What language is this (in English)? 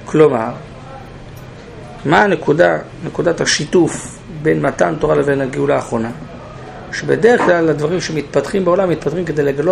Hebrew